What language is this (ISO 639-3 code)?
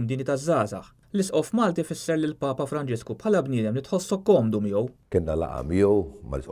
mlt